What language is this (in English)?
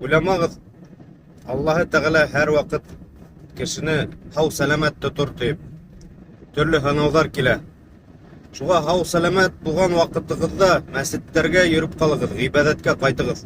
Bashkir